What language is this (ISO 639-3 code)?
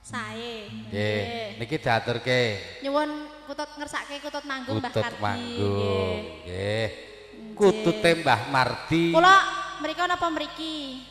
jav